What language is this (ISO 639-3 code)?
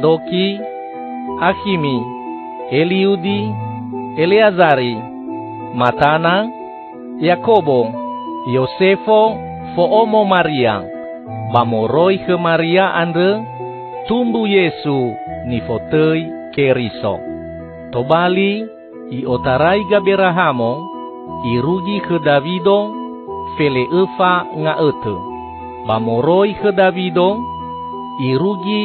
nia